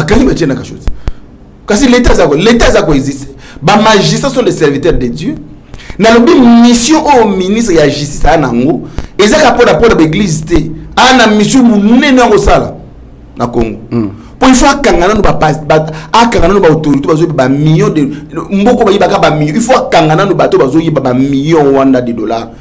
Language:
Lingala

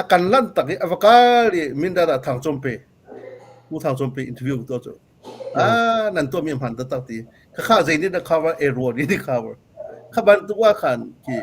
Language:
Hakha Chin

